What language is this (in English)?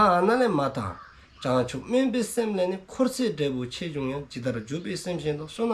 Dzongkha